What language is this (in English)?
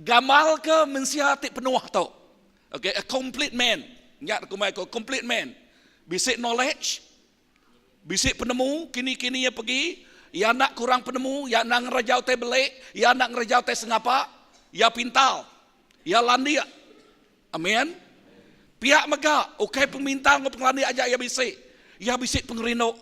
Iban